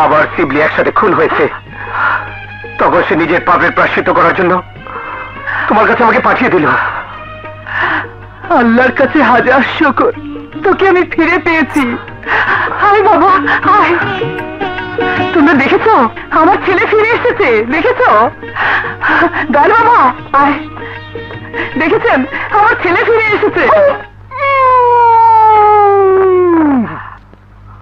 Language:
Bangla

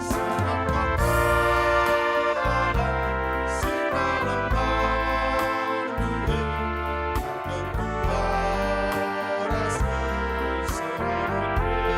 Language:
Batak Karo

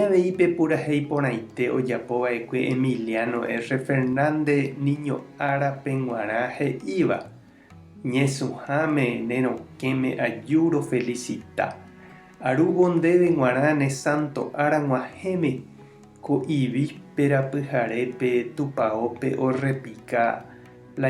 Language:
Guarani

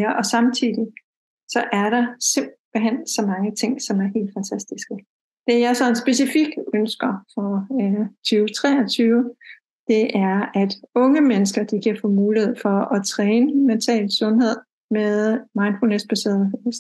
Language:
Danish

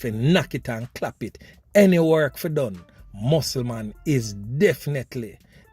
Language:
Jamaican Creole English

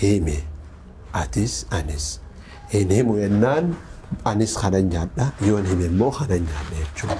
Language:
Oromo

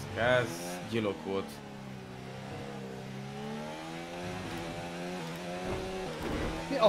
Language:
Hungarian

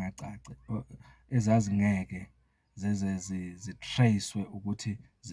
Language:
Zulu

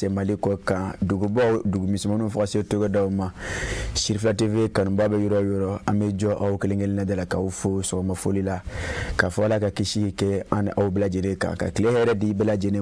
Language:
Bambara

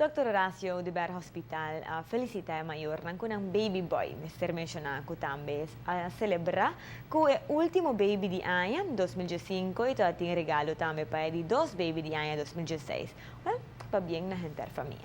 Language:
Papiamento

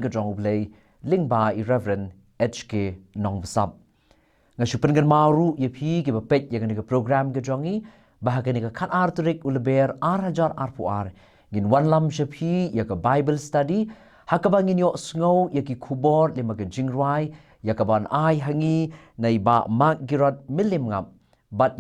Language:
Khasi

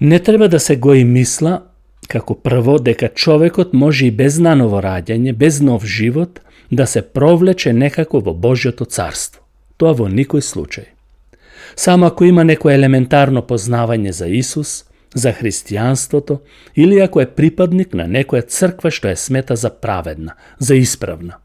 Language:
Macedonian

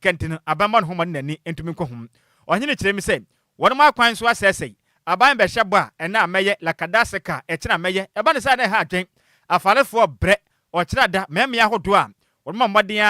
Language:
Akan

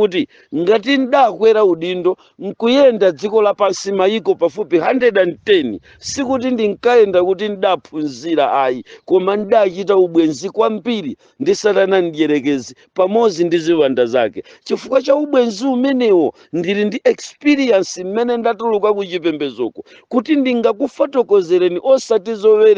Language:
Nyanja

